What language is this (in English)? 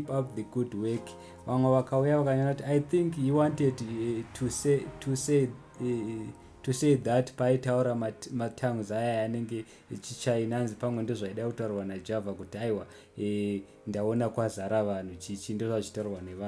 Shona